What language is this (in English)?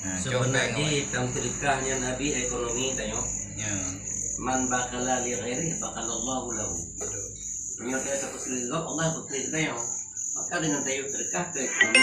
Achinese